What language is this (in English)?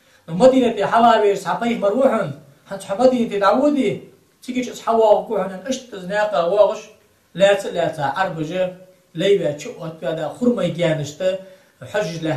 Ingush